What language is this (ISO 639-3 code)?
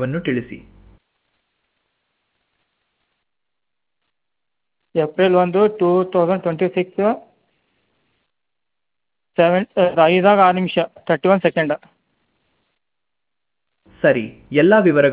kan